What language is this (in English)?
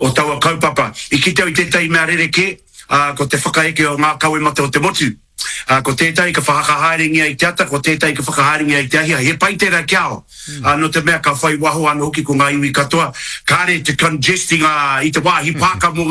Māori